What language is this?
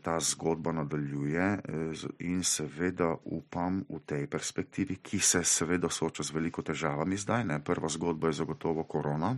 Slovenian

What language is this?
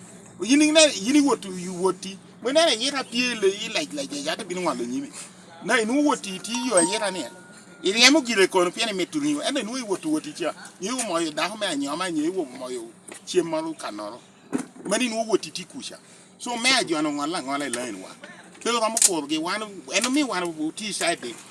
Lango (Uganda)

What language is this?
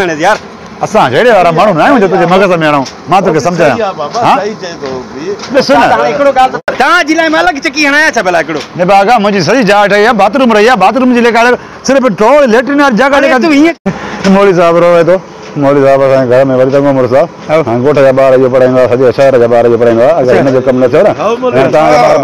Sindhi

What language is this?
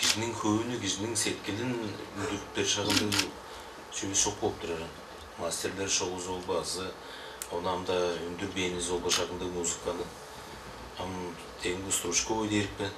Tuvinian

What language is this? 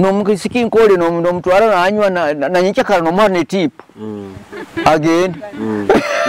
Nyoro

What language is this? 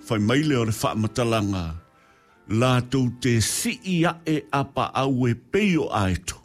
Samoan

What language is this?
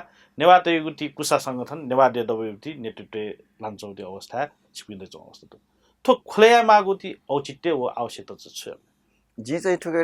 Newari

